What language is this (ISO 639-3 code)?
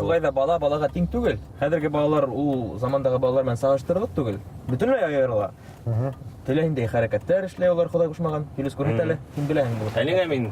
bak